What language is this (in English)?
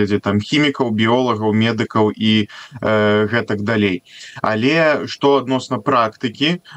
Belarusian